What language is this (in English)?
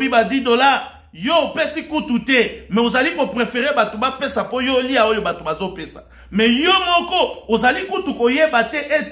Lingala